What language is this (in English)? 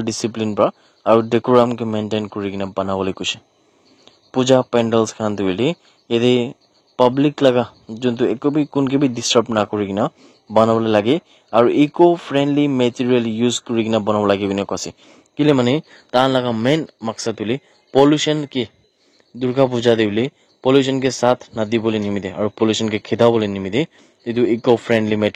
Naga Pidgin